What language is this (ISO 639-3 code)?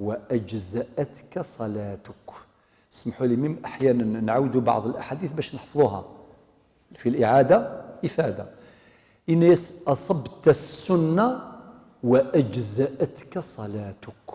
kab